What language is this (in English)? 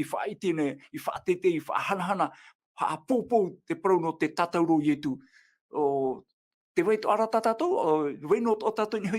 Tahitian